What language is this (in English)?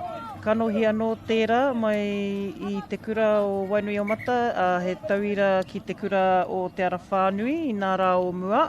Māori